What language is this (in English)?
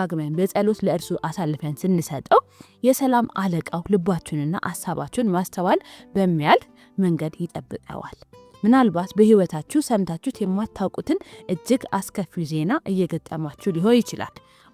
Amharic